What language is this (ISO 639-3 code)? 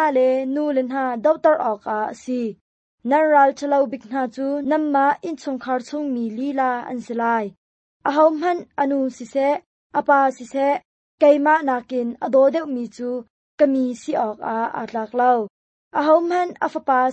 cnh